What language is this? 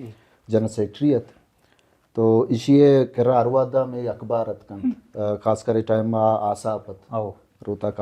Baluchi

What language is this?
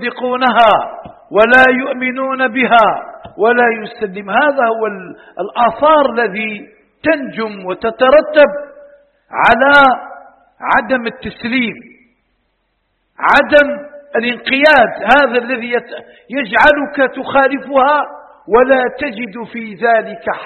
Arabic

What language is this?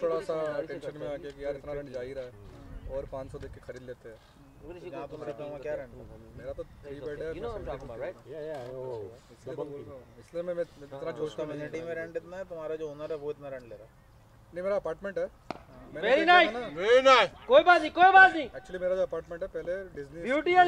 Hindi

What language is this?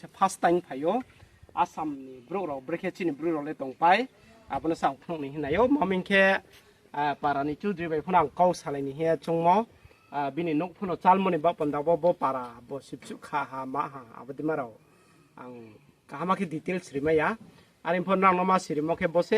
Riang (India)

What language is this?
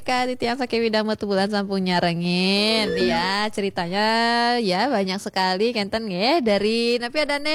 Balinese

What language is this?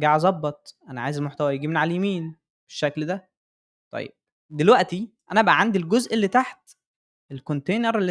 Egyptian Arabic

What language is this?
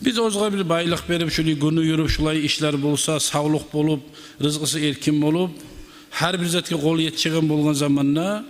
Kumyk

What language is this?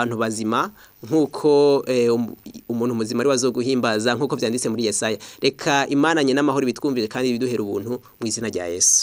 Rundi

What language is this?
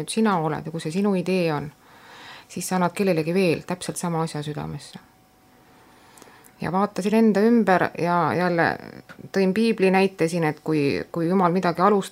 Estonian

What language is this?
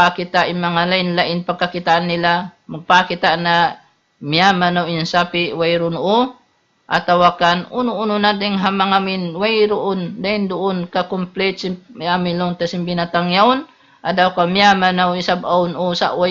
Tausug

